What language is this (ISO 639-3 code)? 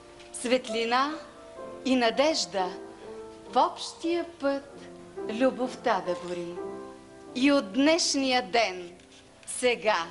bul